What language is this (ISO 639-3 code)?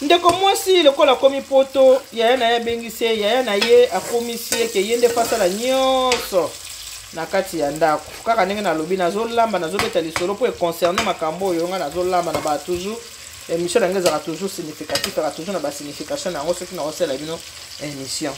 lin